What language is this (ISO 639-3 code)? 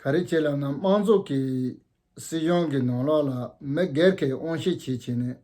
bod